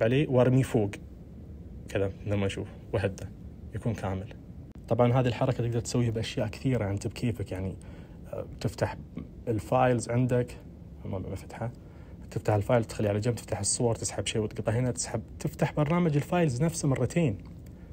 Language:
Najdi Arabic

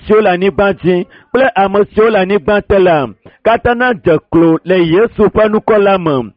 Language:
Ewe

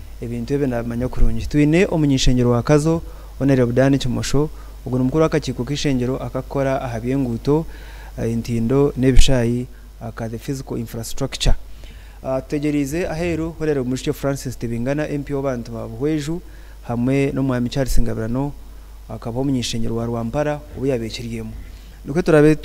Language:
Nyankole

